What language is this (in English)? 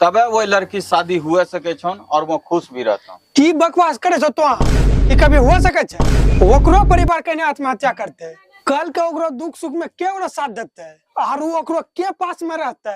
Angika